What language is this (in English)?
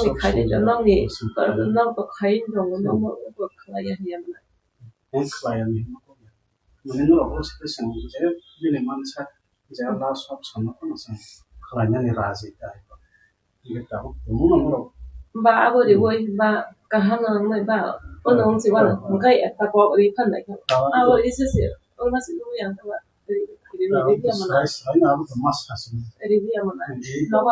Kok Borok